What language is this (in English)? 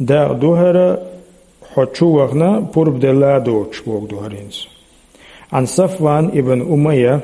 Chechen